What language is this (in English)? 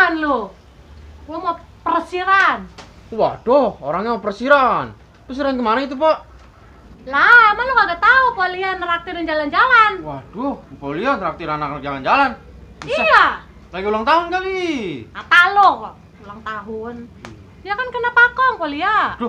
Betawi